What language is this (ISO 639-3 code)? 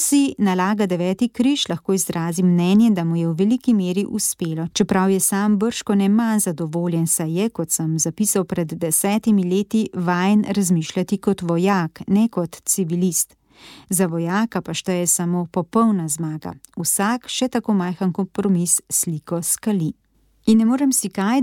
slv